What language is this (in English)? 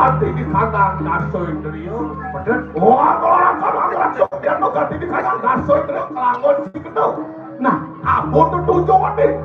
Balinese